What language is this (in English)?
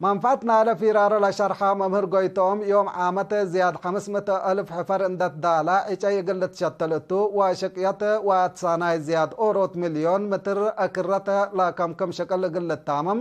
Tigre